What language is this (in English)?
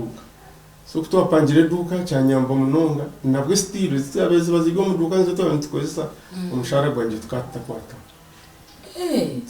Nyankole